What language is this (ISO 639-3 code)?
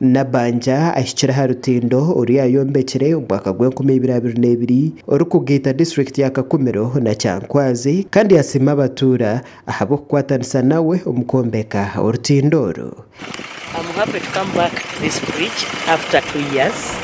nyn